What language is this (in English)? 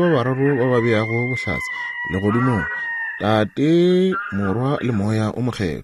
Northern Sotho